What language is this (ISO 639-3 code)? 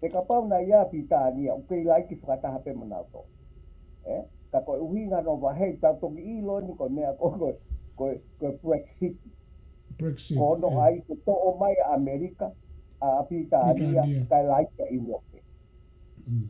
ton